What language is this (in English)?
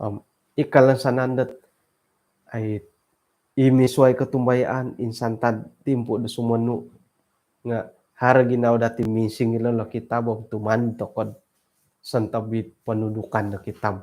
Central Dusun